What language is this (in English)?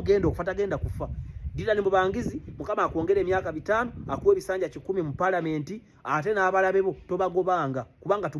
Ganda